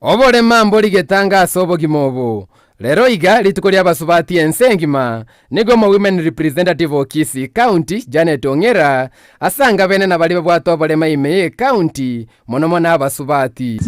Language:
Gusii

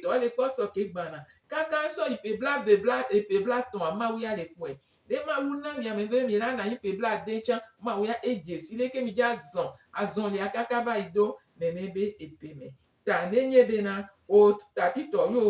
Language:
Gen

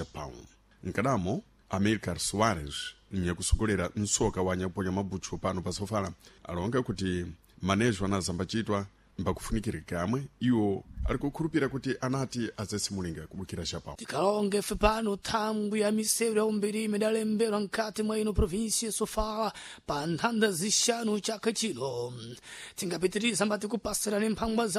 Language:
Sena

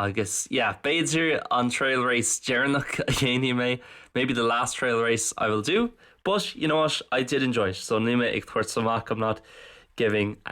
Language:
Irish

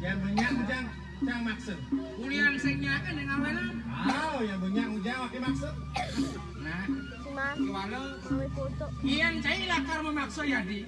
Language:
Balinese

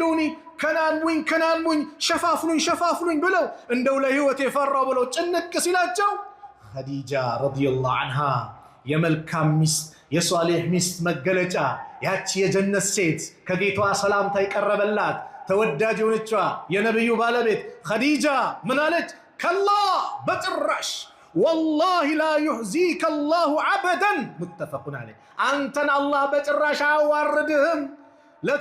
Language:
Amharic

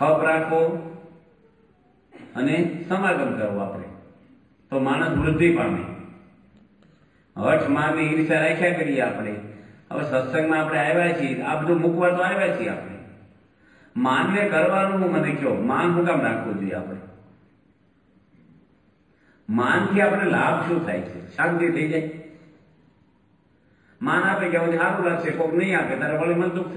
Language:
Gujarati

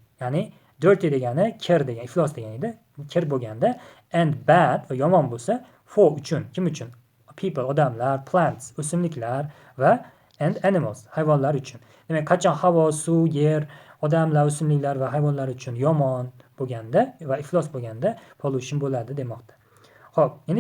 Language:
Uzbek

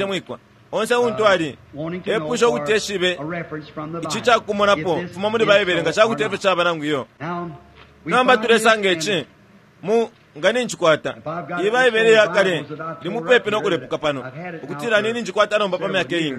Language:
Bemba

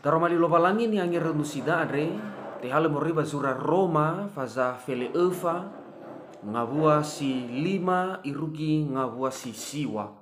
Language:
Nias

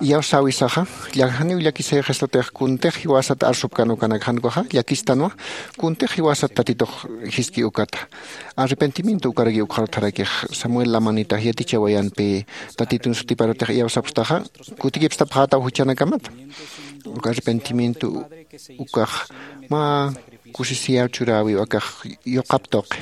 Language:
Aymara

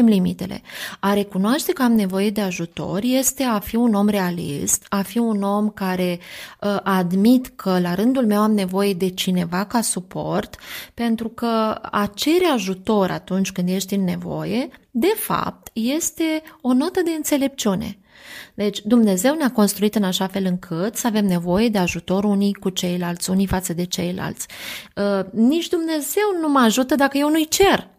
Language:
Romanian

